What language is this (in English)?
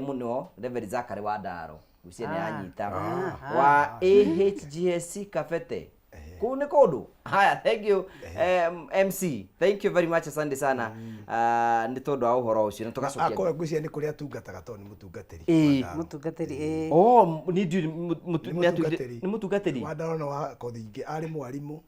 Kikuyu